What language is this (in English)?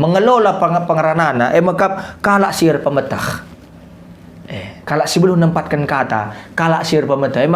Batak Karo